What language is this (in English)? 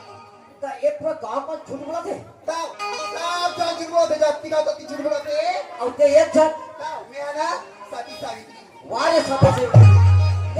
Chhattisgarhi